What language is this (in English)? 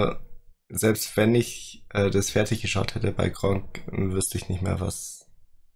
German